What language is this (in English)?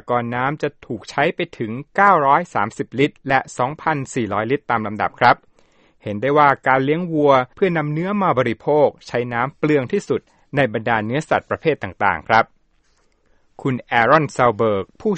Thai